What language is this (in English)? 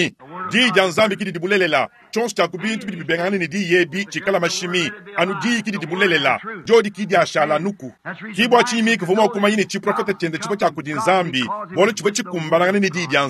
Luba-Lulua